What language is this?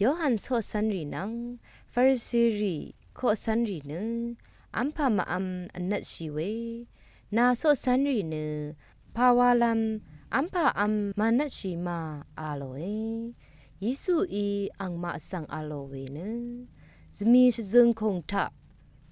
Rawang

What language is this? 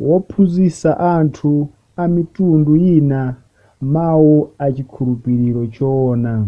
Nyanja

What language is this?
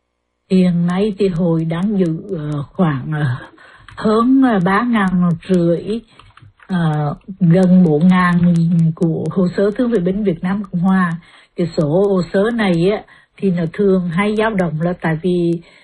Vietnamese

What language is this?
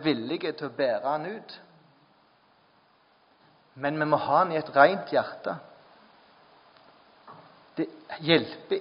Norwegian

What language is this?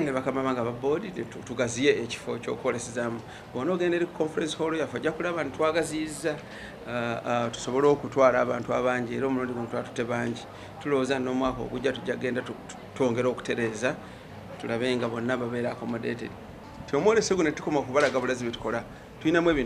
Ganda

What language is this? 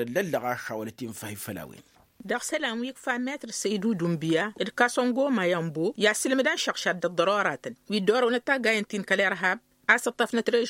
Tamasheq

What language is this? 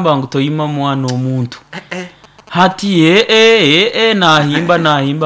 Nyoro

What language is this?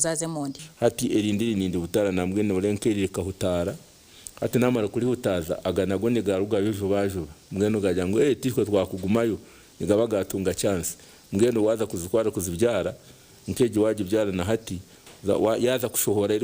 Nyankole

